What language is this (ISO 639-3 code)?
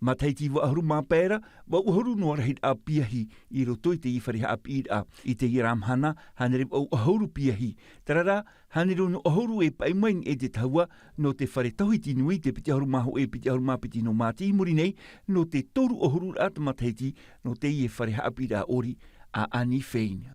tah